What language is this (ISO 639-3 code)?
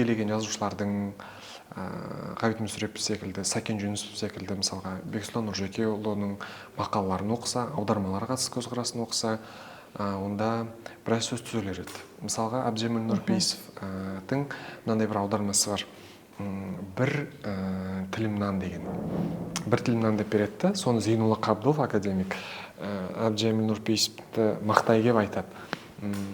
kaz